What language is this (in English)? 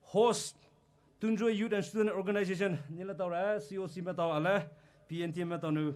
Poumei Naga